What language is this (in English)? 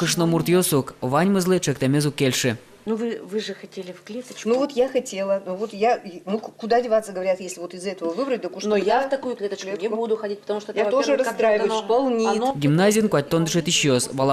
Udmurt